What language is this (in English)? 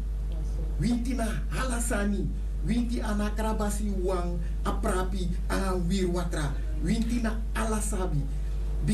Sranan Tongo